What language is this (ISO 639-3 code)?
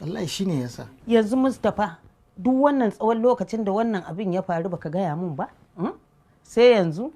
hau